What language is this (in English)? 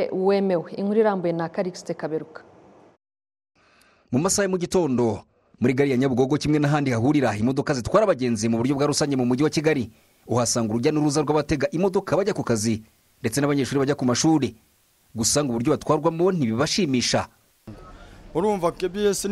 Kinyarwanda